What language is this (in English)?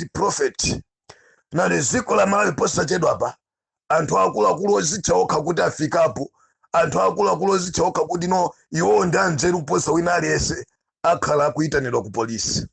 Nyanja